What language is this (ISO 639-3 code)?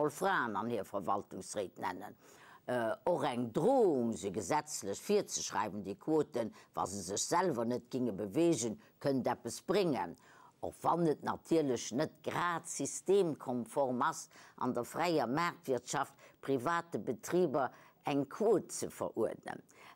ltz